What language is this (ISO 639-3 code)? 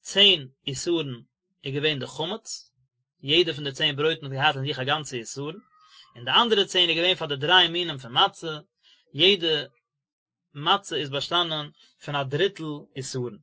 yid